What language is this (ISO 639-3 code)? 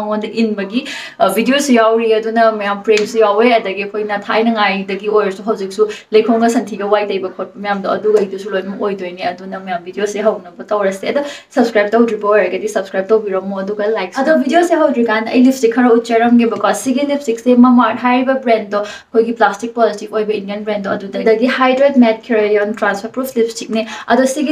mni